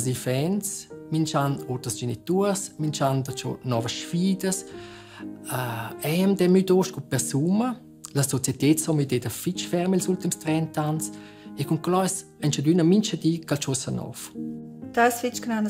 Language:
Romansh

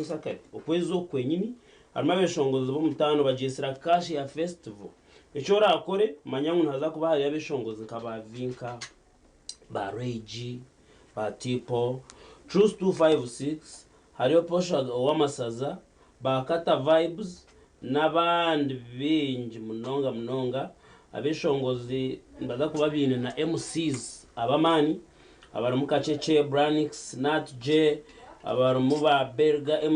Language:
Nyankole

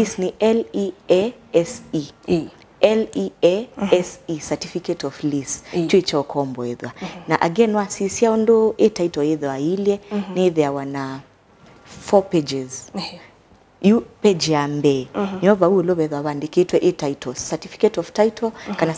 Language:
Kamba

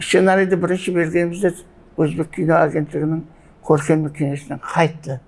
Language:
Kara-Kalpak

